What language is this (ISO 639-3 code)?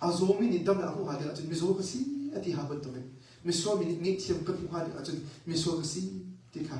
cnh